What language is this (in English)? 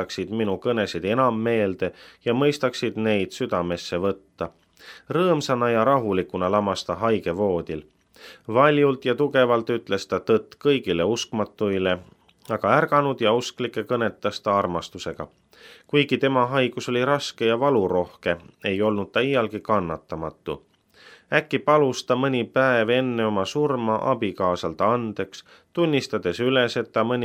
Estonian